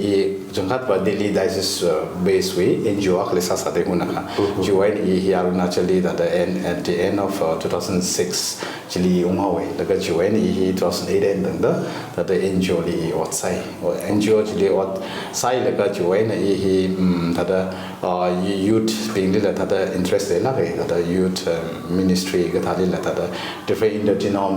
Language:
Tangkhul Naga (India)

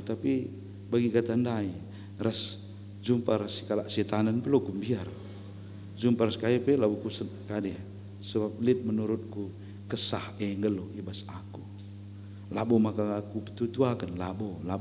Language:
Batak Karo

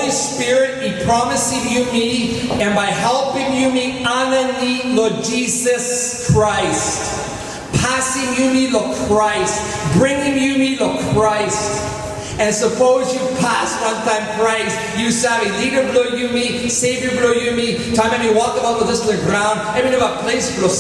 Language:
Tok Pisin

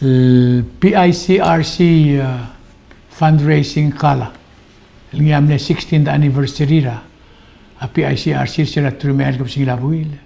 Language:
Palauan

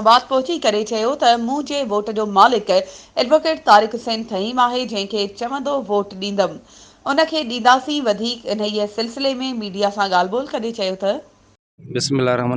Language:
Sindhi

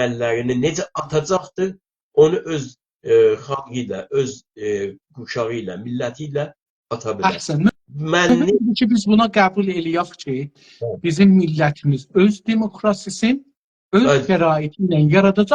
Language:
South Azerbaijani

